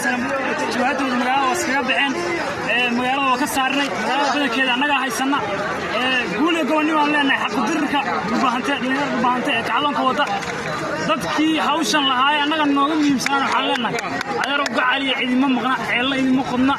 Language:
Somali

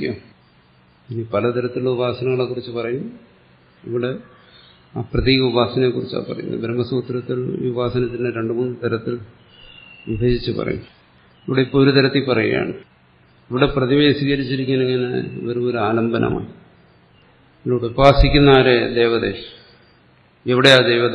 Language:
Malayalam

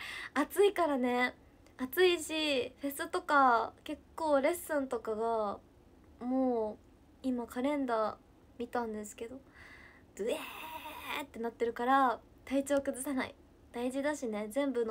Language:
Japanese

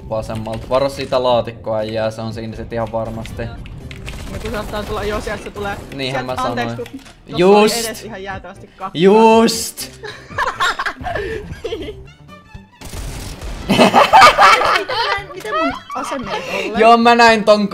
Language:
Finnish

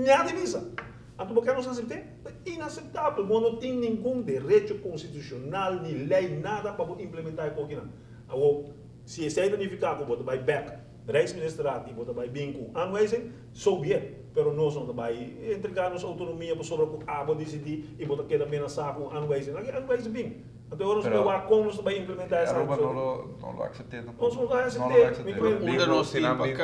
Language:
Papiamento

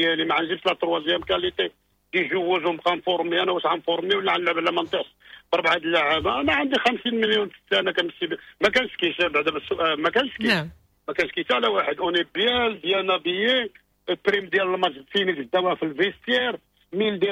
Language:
Moroccan Arabic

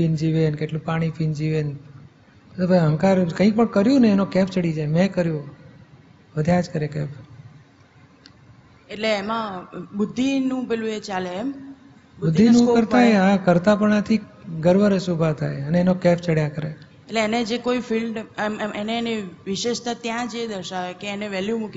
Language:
Gujarati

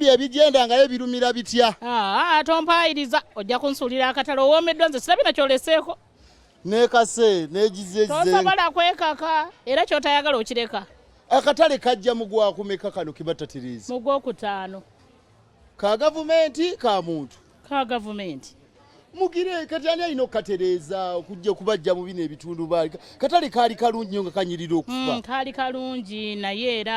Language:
Ganda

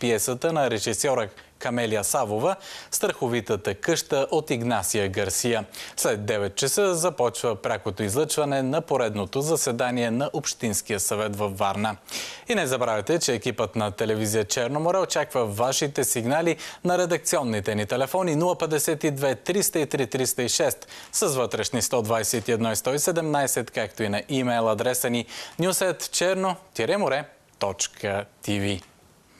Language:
Bulgarian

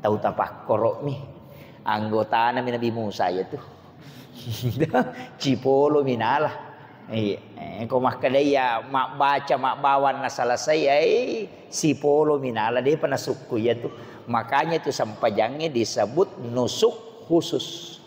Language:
Buginese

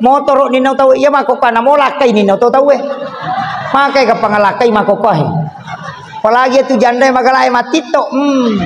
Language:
Buginese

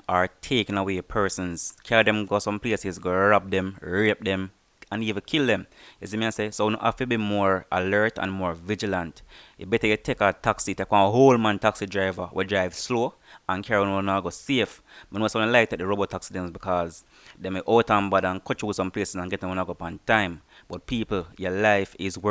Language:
Jamaican Creole English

